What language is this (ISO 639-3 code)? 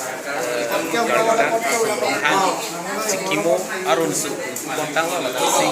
mjw